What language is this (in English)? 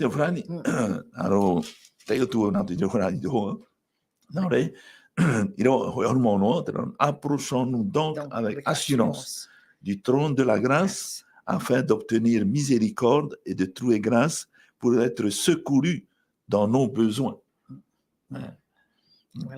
Tahitian